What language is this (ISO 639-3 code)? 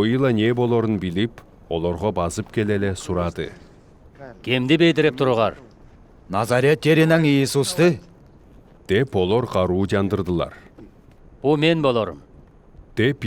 alt